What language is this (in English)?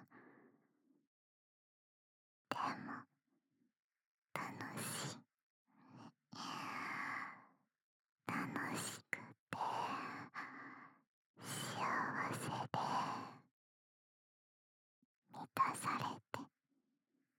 Japanese